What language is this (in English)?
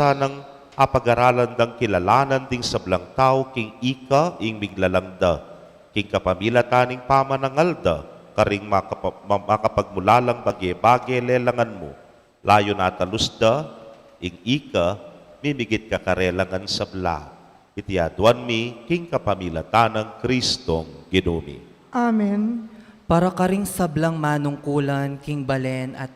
Pampanga